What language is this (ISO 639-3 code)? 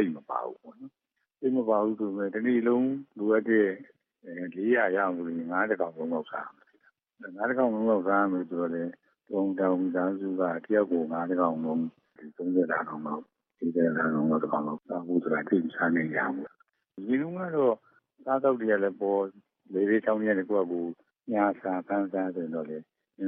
mya